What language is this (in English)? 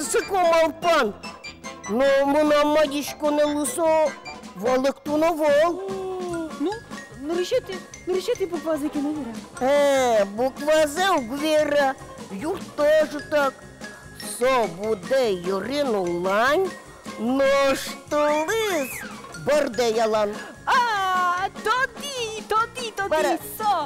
Udmurt